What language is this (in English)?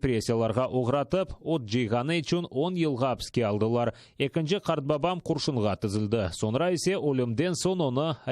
Crimean Tatar